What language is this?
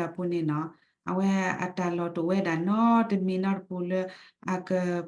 S'gaw Karen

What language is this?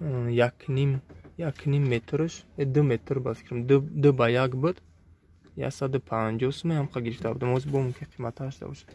Tajik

